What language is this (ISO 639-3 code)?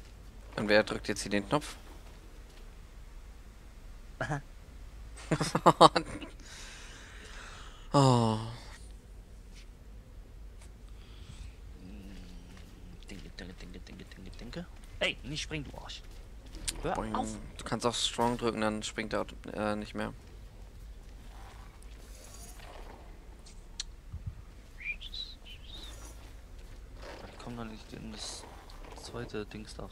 deu